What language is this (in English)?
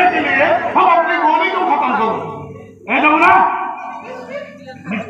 Marathi